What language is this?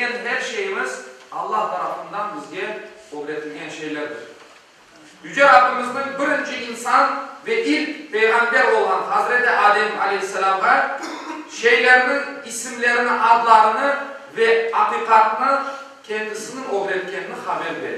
Crimean Tatar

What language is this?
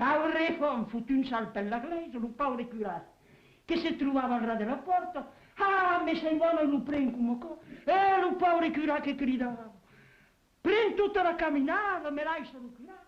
Occitan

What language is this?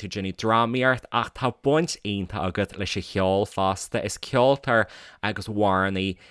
Irish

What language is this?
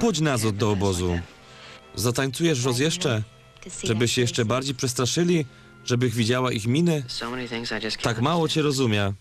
Silesian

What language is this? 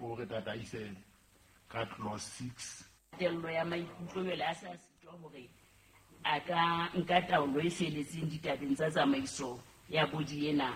Southern Sotho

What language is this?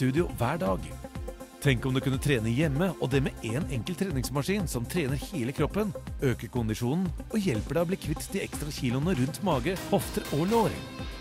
Norwegian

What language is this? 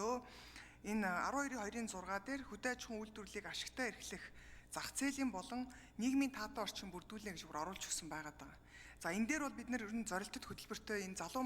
Mongolian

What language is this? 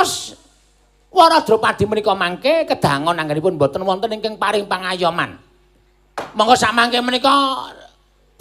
Javanese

